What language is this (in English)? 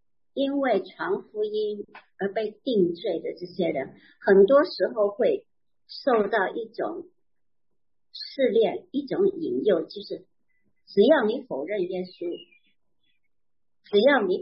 Chinese